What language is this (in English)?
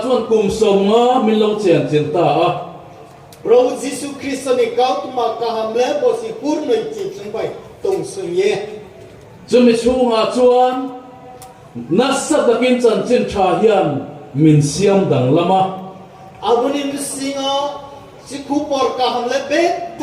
Riang (India)